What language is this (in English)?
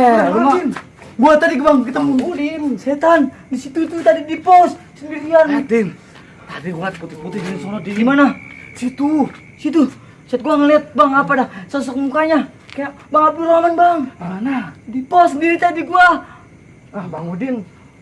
Betawi